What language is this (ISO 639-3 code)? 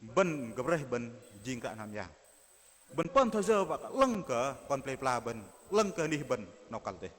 bdq